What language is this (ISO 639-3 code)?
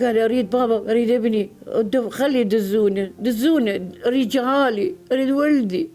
acm